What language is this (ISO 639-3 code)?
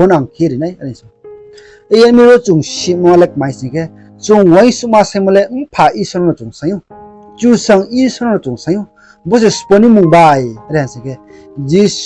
ria